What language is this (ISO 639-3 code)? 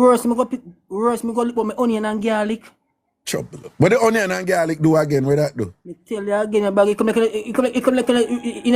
jam